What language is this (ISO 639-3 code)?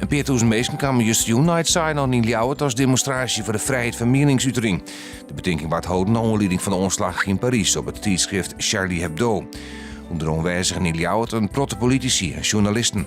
fry